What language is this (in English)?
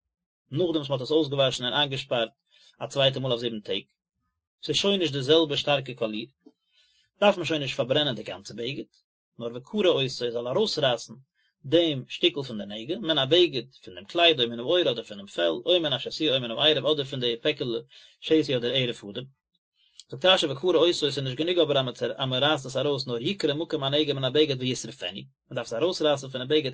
Yiddish